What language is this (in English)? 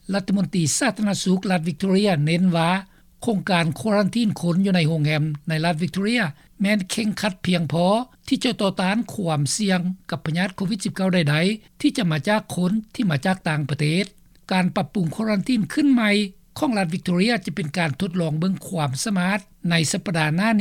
Lao